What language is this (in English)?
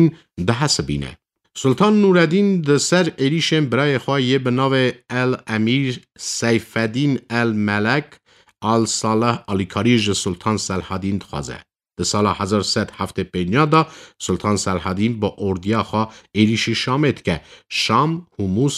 Kurdish